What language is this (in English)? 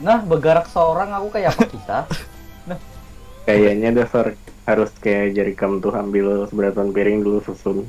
Banjar